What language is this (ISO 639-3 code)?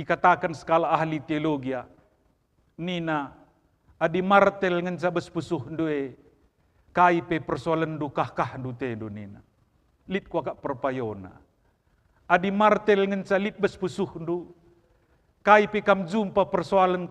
btx